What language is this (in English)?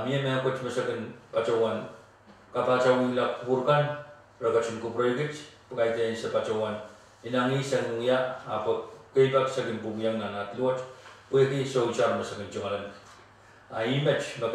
Pohnpeian